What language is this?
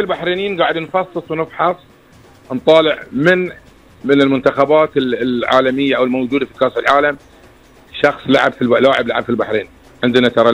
Gulf Arabic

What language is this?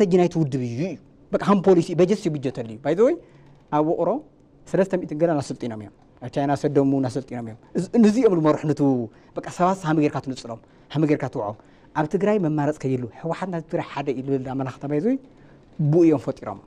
Tigrinya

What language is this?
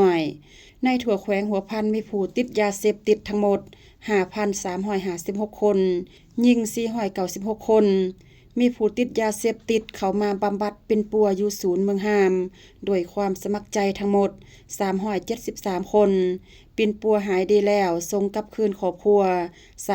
Lao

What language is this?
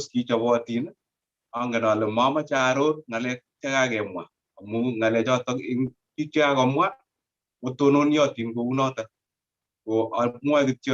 Kalenjin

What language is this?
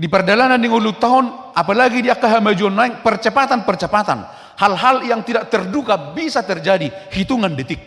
Batak Toba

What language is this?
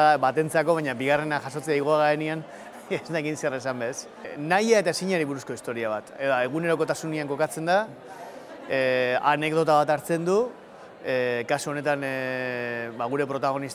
Basque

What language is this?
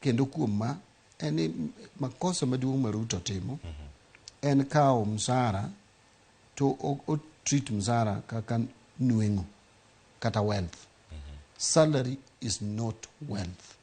Luo (Kenya and Tanzania)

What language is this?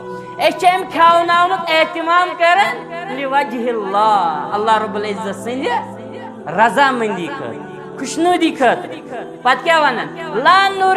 Kashmiri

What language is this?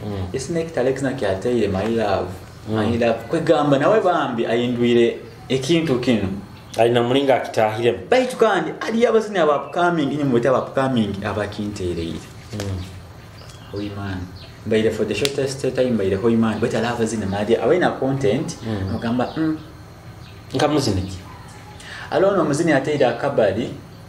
Nyoro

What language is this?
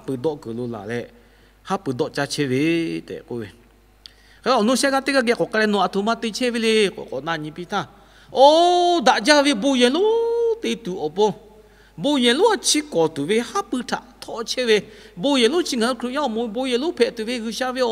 Lahu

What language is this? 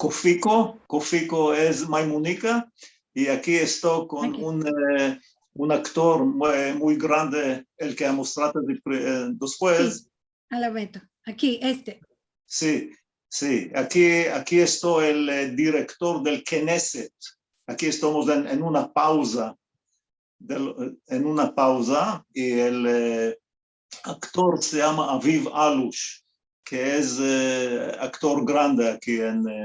Ladino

